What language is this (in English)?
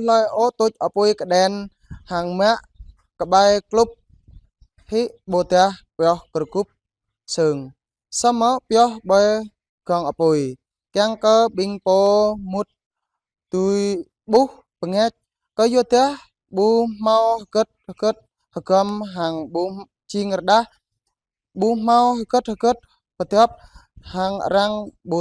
Jarai